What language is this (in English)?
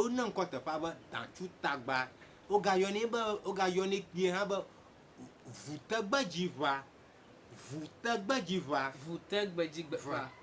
Ewe